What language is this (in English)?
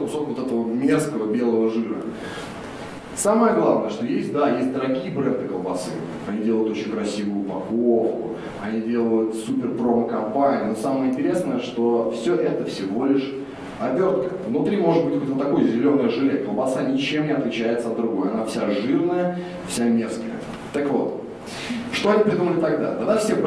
Russian